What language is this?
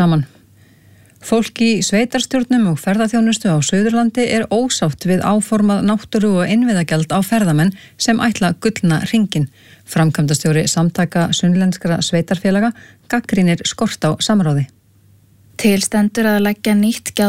Icelandic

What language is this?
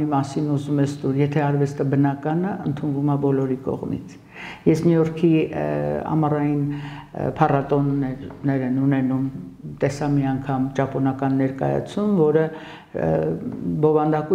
Armenian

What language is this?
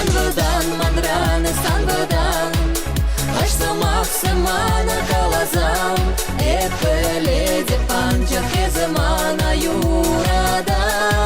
Chuvash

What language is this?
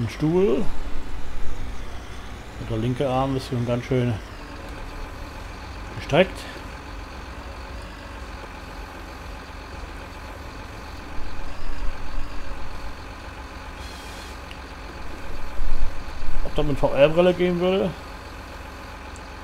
German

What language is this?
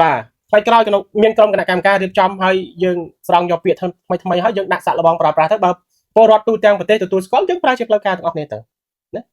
Khmer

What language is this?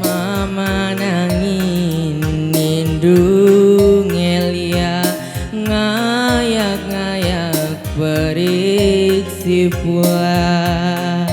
Batak Karo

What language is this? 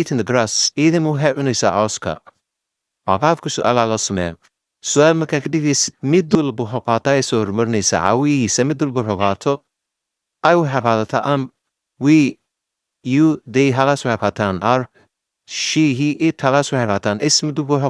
Somali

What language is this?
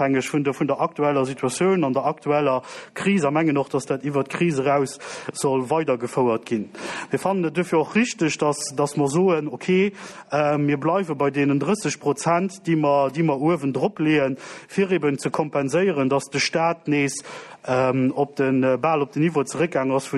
Luxembourgish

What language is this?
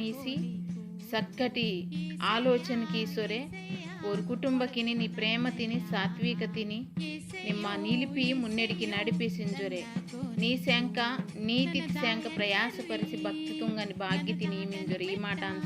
Koya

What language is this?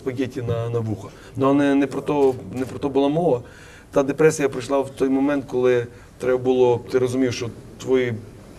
Ukrainian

